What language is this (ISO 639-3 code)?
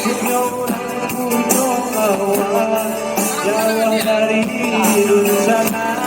min